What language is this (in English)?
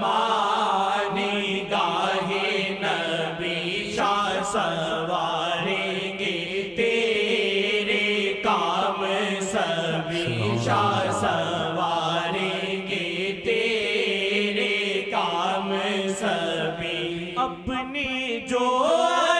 Urdu